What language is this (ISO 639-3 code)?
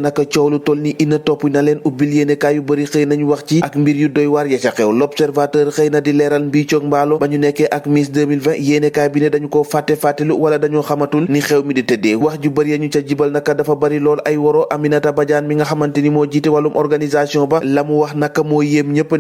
wol